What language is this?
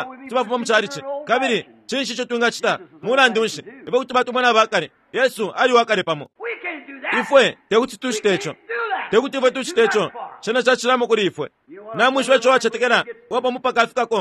Bemba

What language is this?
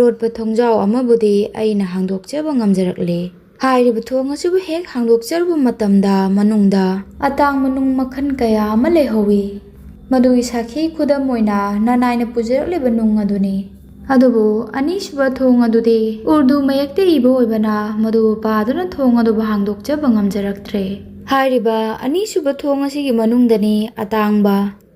Manipuri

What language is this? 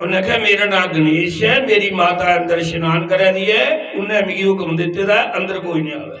Dogri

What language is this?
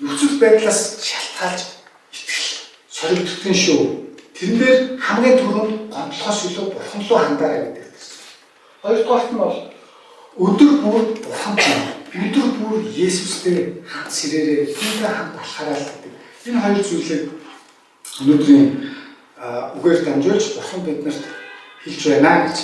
Mongolian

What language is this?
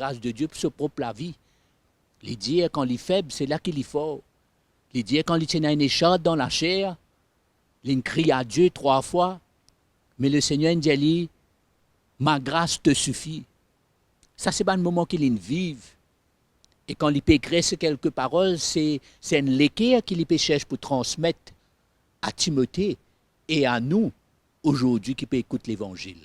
Morisyen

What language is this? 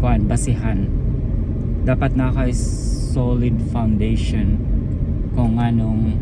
Cebuano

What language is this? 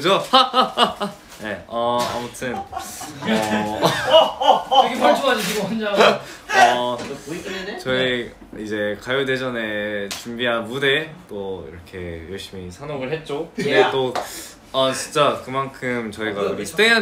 Korean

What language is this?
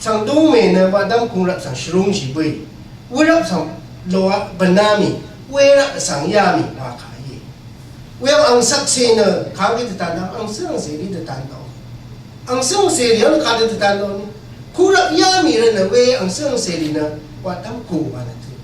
Rawang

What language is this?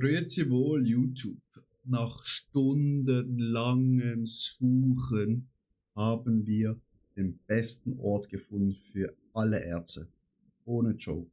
Swiss German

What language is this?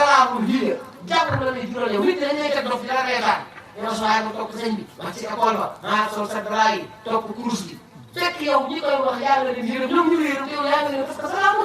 Wolof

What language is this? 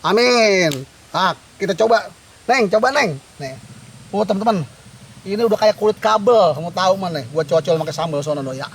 Betawi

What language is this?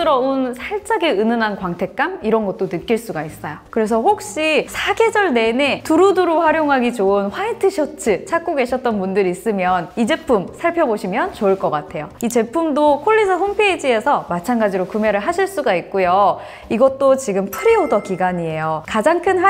Korean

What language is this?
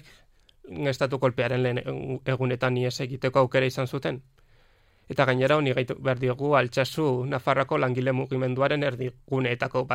Basque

